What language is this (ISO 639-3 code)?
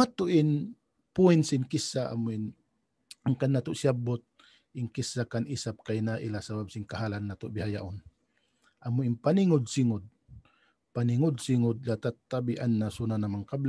tsg